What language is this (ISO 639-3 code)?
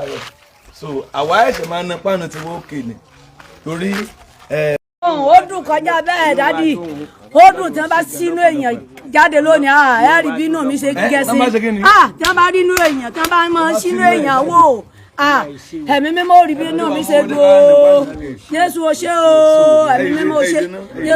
yor